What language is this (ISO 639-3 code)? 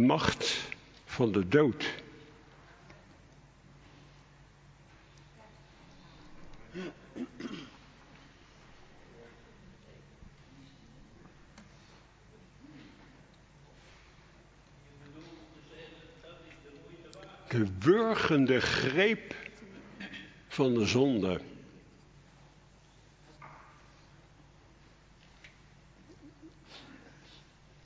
nld